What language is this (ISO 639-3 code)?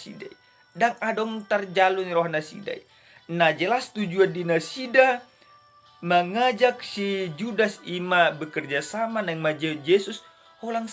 bbc